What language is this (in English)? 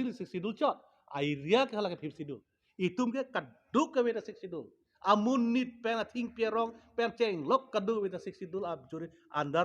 Karbi